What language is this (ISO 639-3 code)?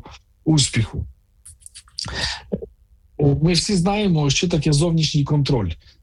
ukr